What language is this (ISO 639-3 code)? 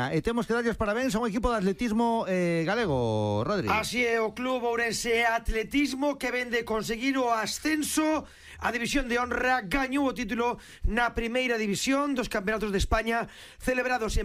glg